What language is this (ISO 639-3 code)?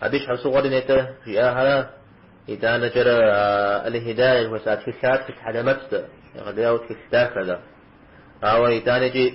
kbd